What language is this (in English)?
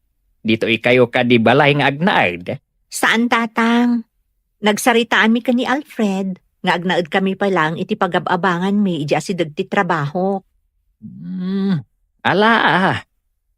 Iloko